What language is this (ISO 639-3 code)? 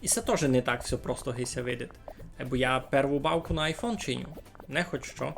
rue